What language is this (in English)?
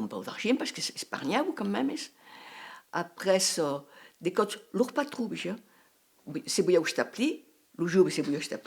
Occitan